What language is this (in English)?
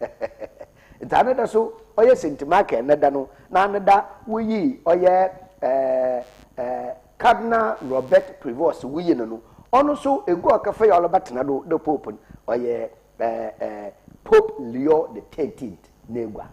Akan